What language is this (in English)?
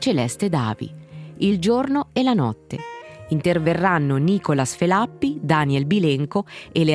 Italian